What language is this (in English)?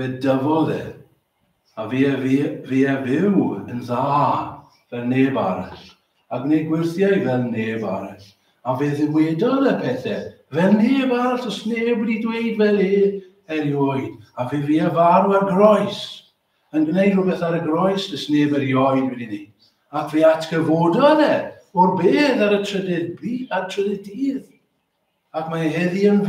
Welsh